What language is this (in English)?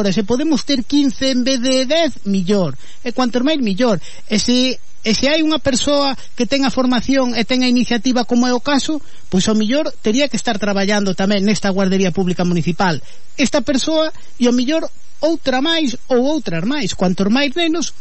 Galician